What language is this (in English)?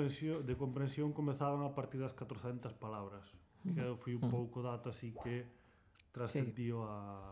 Galician